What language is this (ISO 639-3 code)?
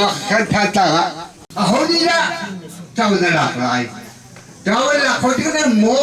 cnh